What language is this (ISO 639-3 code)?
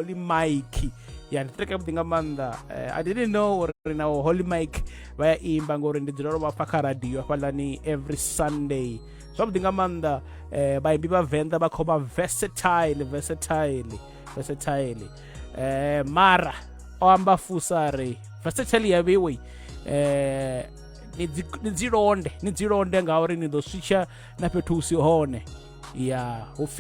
ven